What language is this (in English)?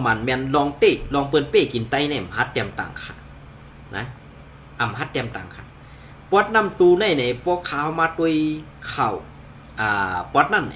Shan